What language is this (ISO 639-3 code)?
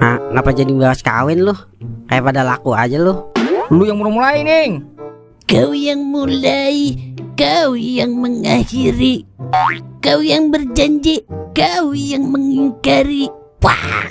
bew